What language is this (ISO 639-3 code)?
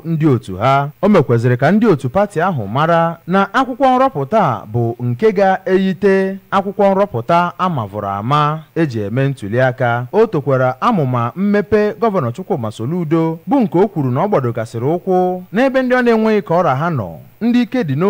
ibo